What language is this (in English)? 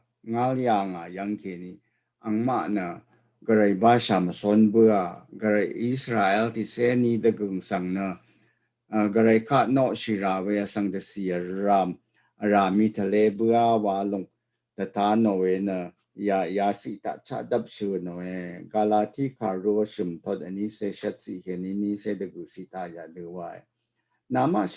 Rawang